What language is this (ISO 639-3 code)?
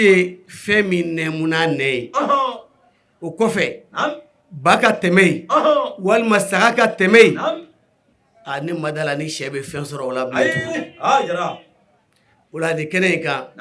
bam